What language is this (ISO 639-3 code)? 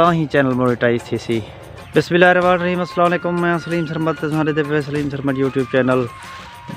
skr